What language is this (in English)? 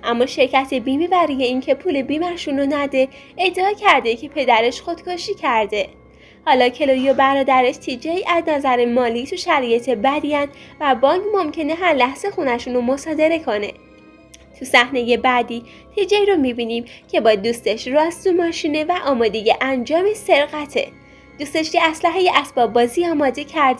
Persian